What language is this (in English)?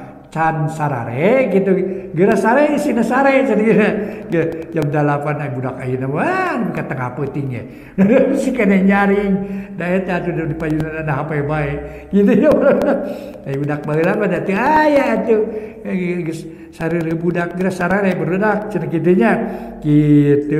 Sundanese